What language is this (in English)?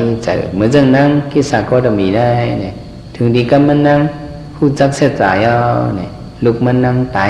Shan